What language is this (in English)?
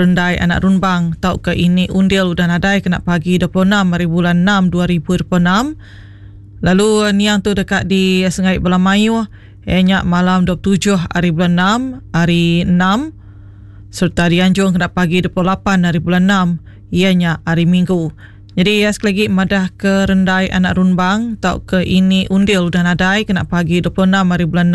Iban